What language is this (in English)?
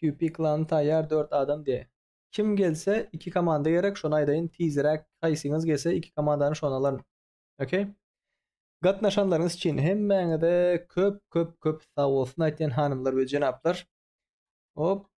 Turkmen